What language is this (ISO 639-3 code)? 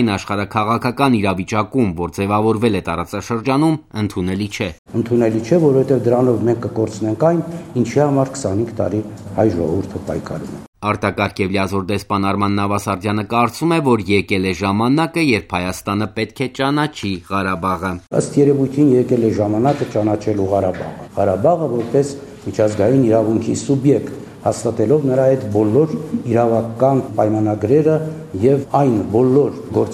hye